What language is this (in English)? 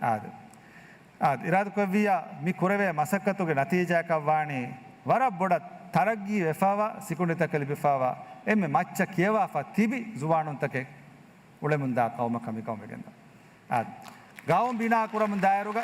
Divehi